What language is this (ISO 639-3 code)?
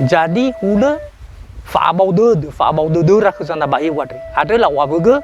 nia